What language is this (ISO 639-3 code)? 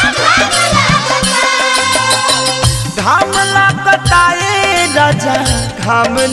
bho